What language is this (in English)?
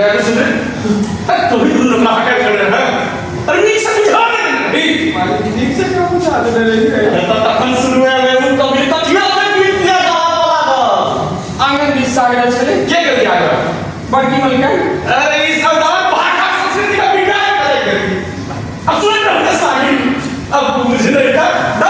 Maithili